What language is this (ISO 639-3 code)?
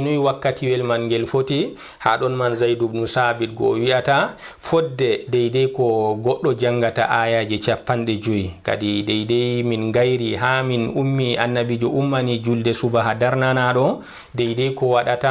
ful